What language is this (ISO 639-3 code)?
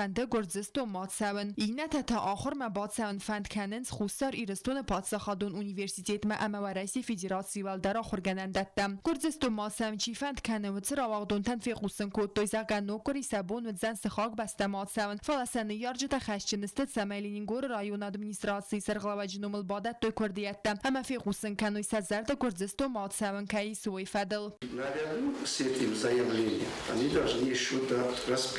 oss